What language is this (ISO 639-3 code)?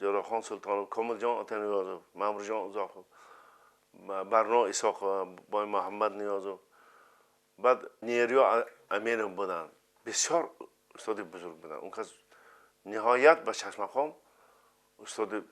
tgk